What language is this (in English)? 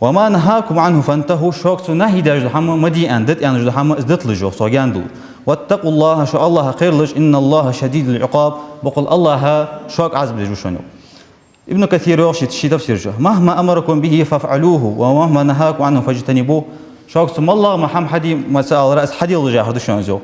Ingush